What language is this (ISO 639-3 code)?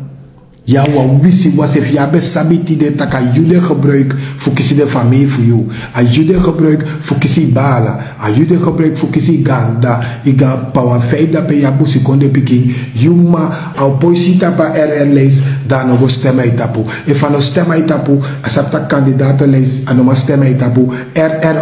srn